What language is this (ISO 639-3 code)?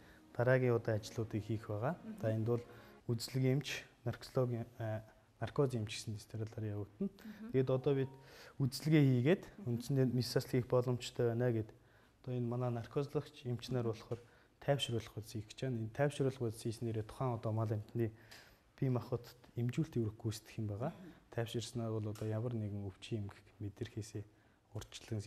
mon